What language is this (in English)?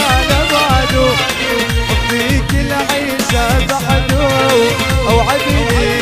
South Levantine Arabic